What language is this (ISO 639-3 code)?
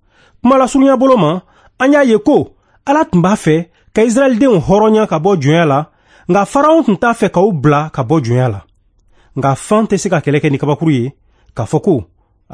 bam